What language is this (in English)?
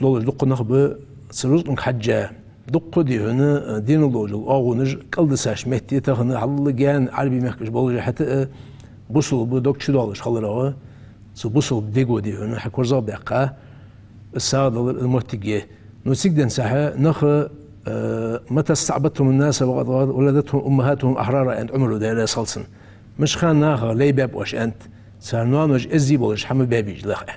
Ingush